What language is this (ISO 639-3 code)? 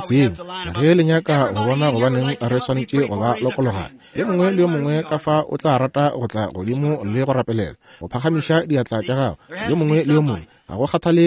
nso